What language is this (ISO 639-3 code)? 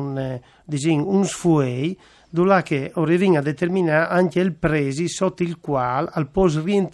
fur